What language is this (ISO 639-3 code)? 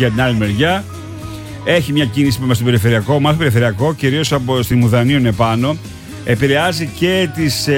ell